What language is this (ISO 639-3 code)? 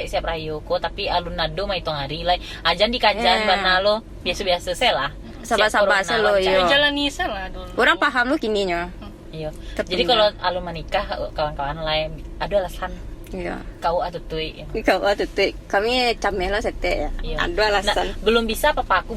min